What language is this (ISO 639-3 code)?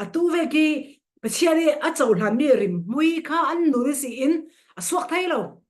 cfm